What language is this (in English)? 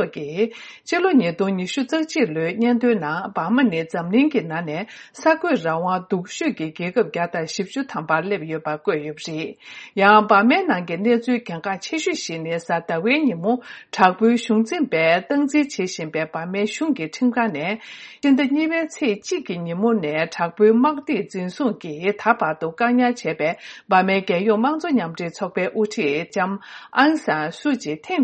Tibetan